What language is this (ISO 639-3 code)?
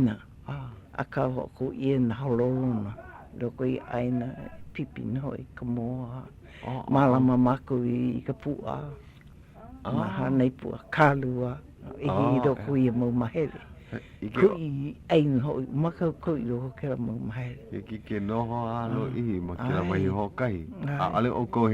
haw